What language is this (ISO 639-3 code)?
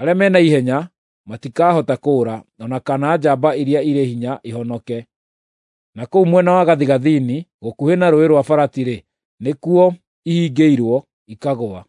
kik